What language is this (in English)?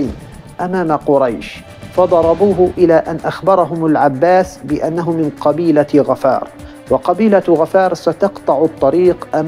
Arabic